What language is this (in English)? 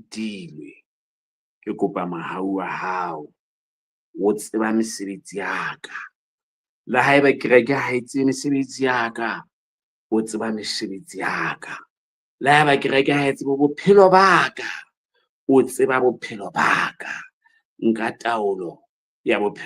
Southern Sotho